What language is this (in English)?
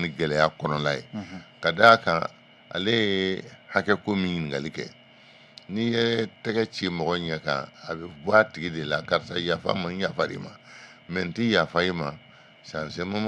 Bambara